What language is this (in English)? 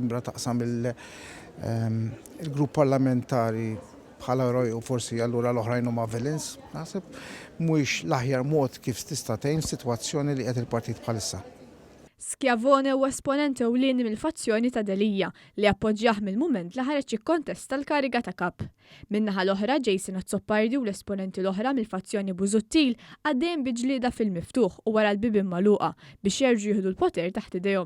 Maltese